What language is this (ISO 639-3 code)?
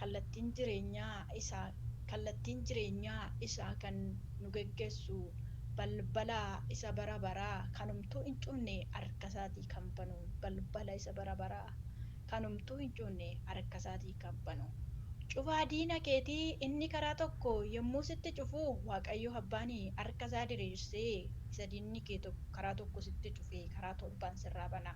orm